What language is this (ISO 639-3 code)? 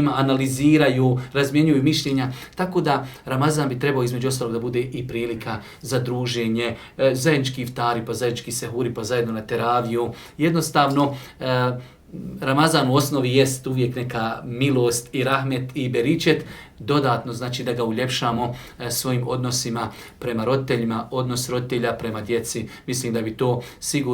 bos